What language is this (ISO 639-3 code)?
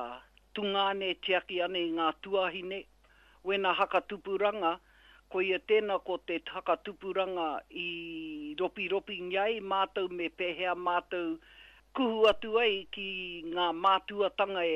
mri